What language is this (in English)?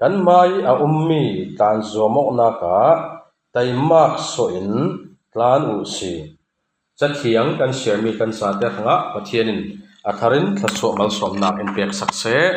Falam Chin